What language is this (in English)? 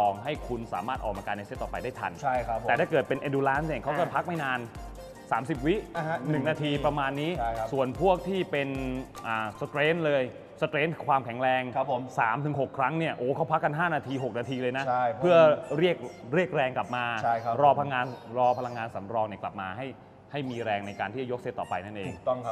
Thai